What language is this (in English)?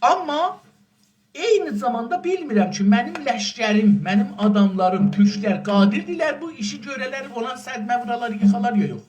South Azerbaijani